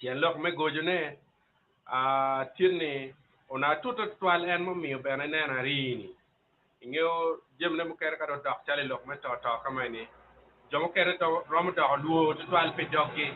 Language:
Acoli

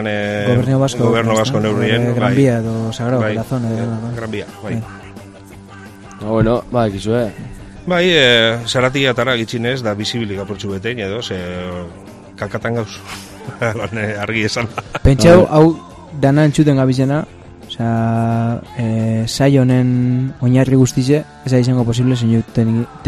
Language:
Basque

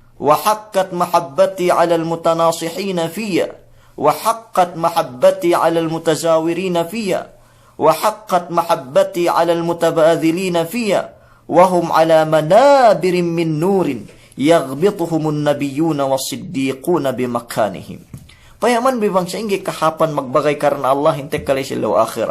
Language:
Yakan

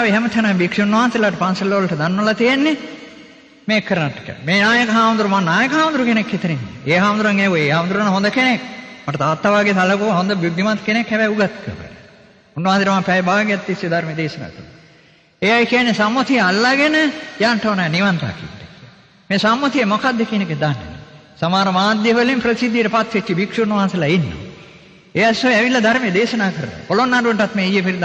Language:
Sinhala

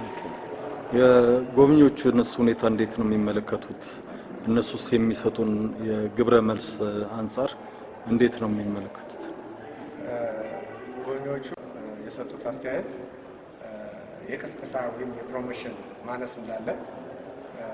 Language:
Amharic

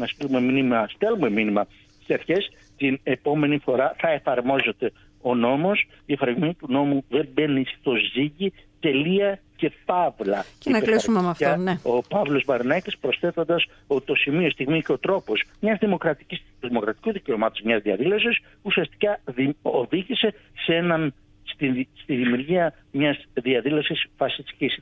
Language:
Greek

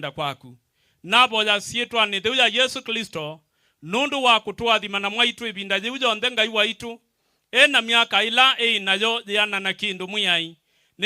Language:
Kamba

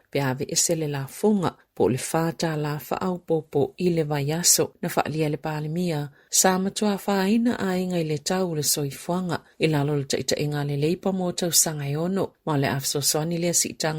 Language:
Samoan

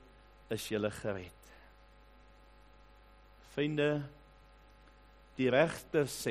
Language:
Afrikaans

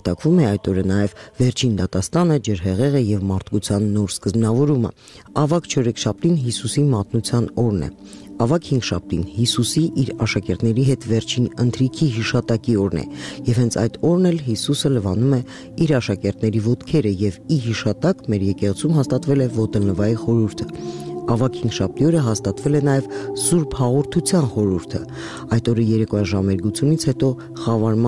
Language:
Armenian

